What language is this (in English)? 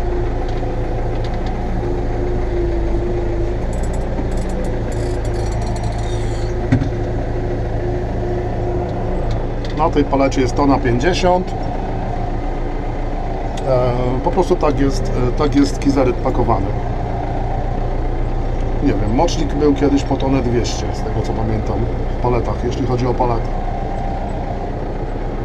Polish